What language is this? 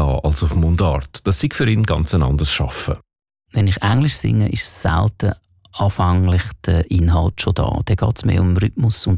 German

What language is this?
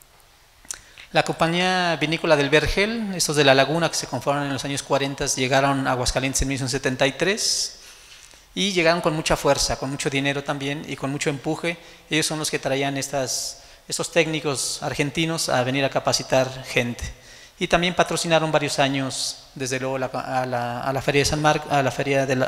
Spanish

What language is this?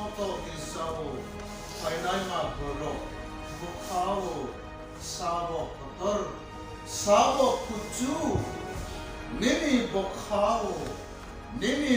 Kok Borok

